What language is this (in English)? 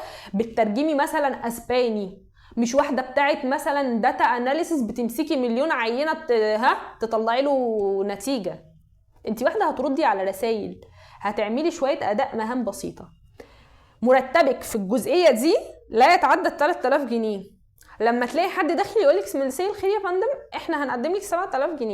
Egyptian Arabic